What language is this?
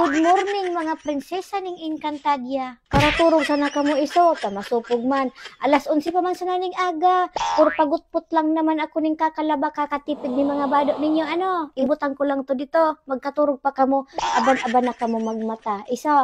Bikol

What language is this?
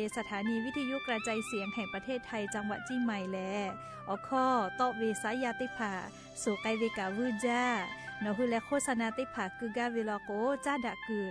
Lahu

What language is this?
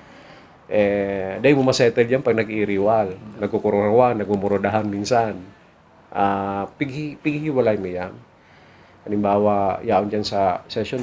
Bikol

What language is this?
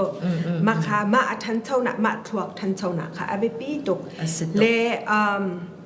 Falam Chin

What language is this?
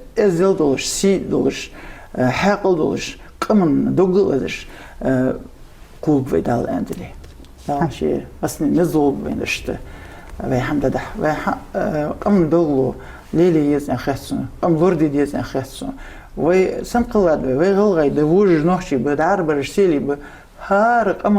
Ingush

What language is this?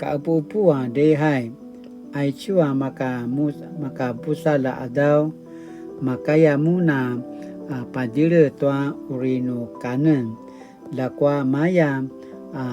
Paiwan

